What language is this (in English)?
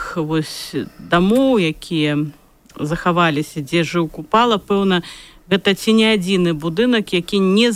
Belarusian